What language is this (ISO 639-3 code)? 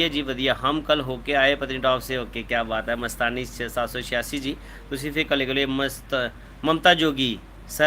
doi